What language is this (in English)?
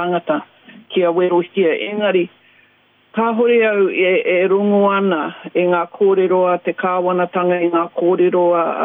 Māori